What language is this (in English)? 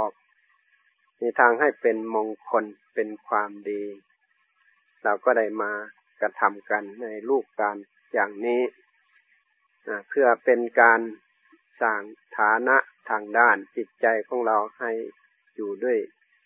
Thai